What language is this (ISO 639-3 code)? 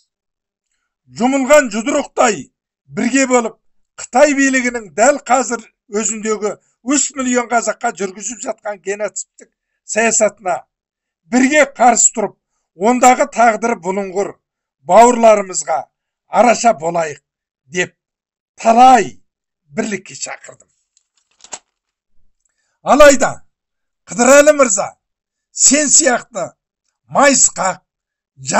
kaz